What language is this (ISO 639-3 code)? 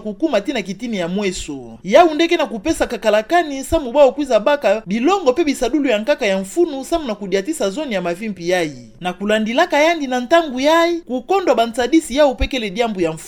ktu